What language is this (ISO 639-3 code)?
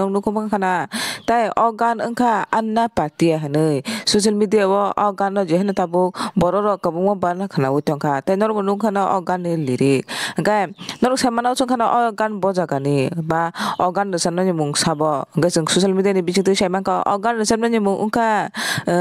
trp